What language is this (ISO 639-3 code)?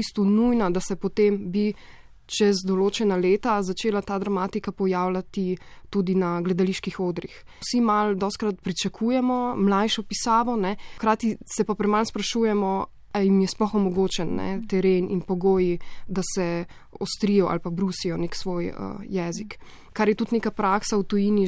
slv